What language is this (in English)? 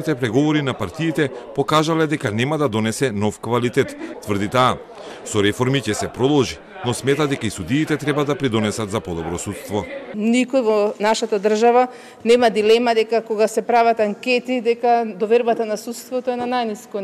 Macedonian